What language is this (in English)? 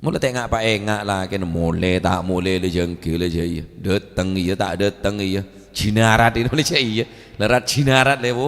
Madurese